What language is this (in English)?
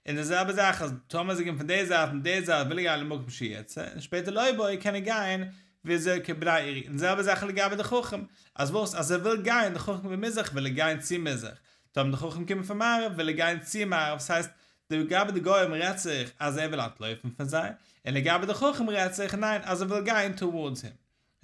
Yiddish